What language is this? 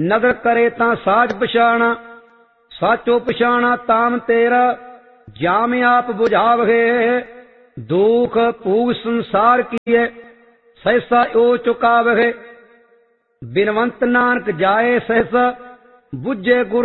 Punjabi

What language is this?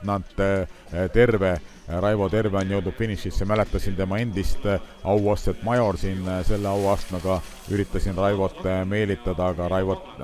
Estonian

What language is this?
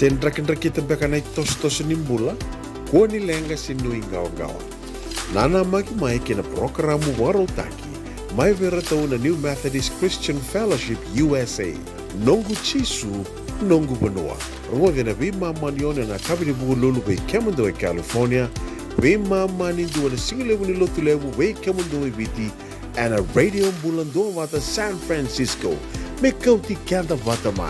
Fijian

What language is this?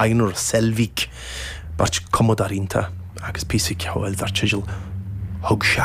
Irish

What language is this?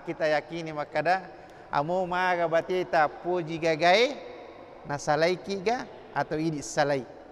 Buginese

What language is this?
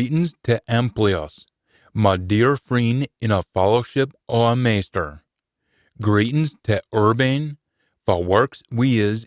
Scots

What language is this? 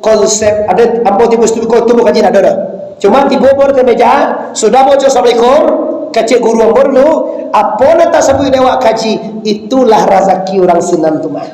Minangkabau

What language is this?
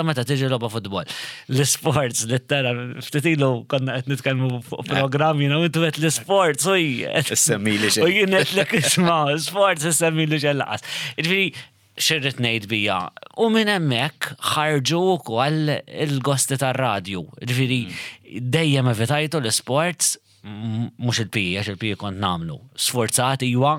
Maltese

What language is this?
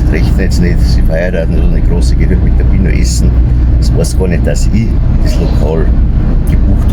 Bavarian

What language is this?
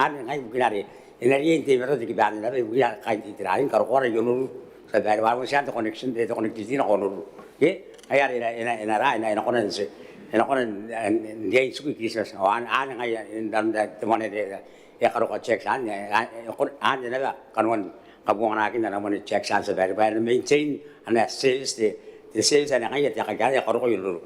Gilbertese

